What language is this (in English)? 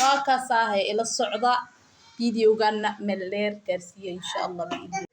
Somali